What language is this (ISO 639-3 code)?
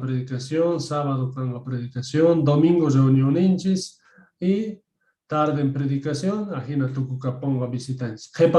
que